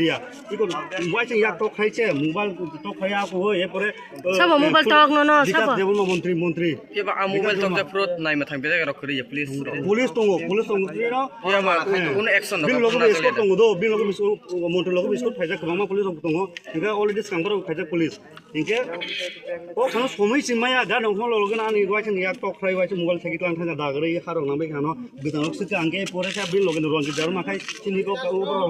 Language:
Kok Borok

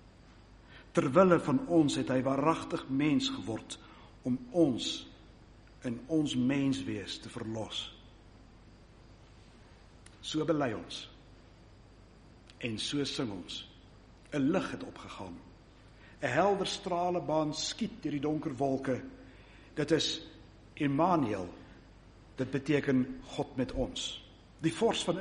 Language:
Afrikaans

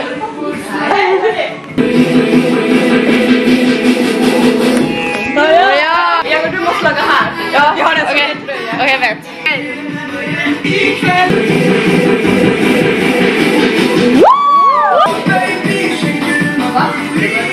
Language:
Swedish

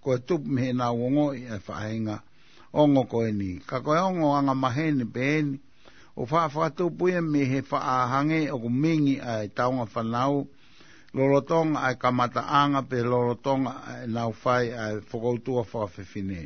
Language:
Tongan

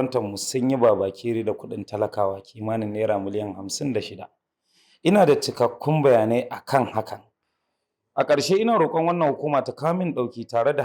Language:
Hausa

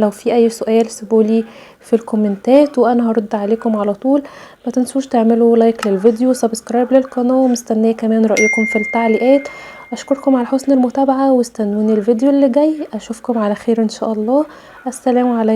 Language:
Egyptian Arabic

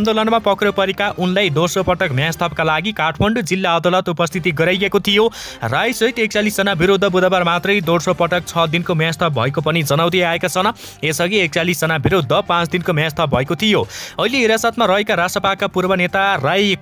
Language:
Nepali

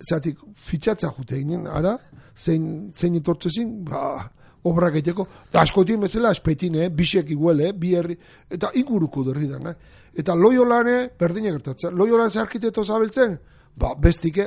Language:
Basque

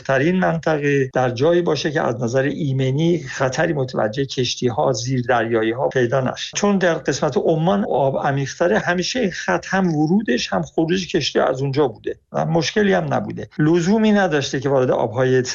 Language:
Persian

